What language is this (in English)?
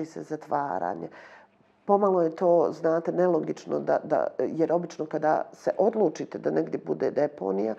Bosnian